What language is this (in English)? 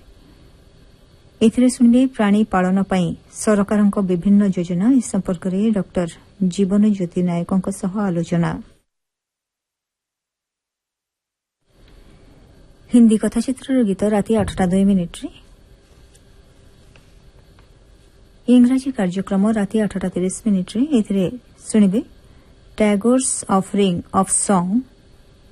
Odia